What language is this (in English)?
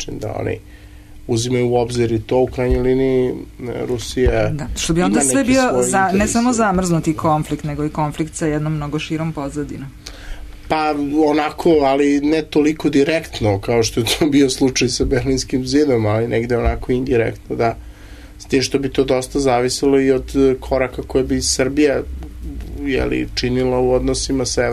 Serbian